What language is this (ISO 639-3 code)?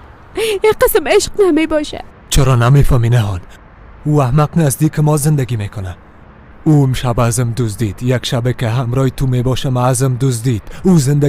fas